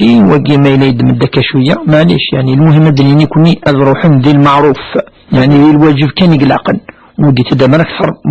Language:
Kabyle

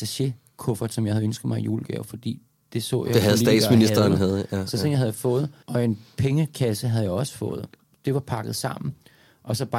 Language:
Danish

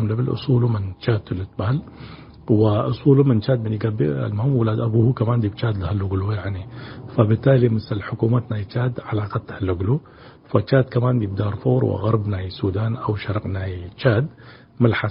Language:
Tigre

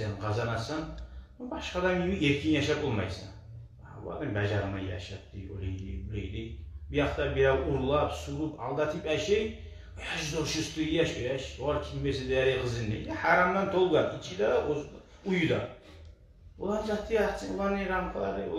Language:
Kumyk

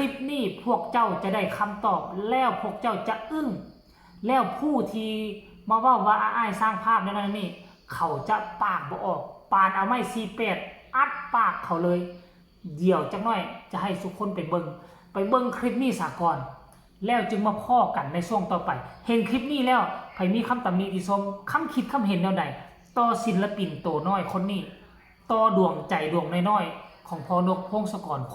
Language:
Northeastern Thai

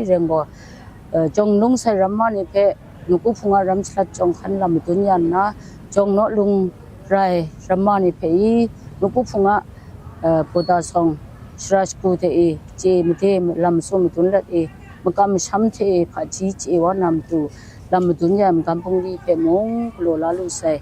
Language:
Kachin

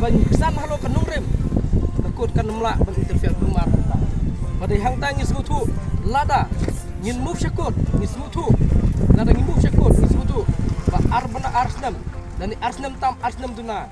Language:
Khasi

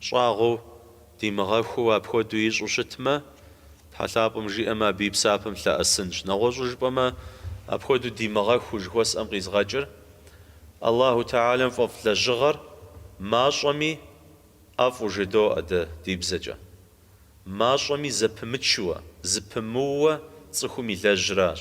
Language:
Kabardian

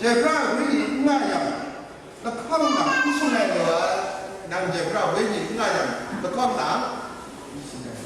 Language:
Kachin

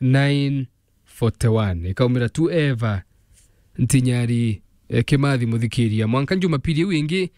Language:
Meru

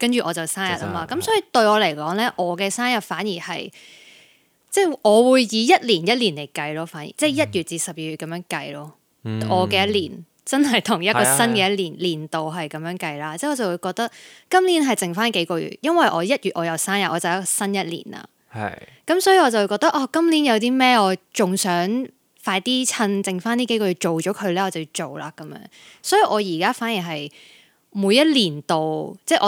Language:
Cantonese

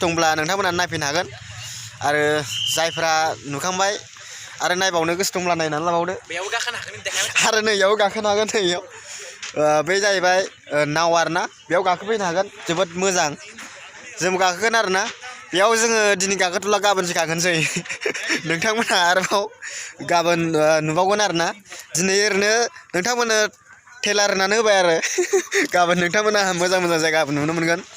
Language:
Bodo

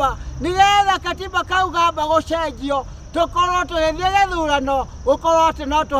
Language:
Kikuyu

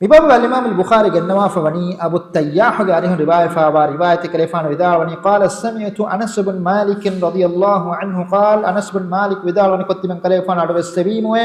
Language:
Divehi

